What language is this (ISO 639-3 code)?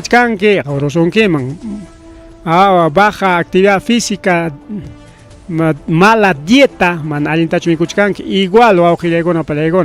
quy